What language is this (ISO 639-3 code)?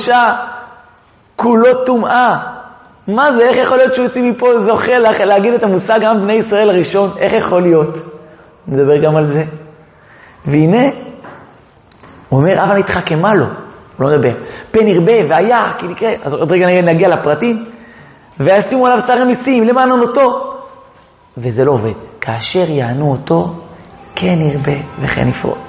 heb